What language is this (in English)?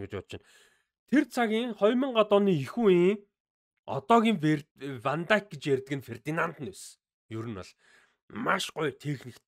Mongolian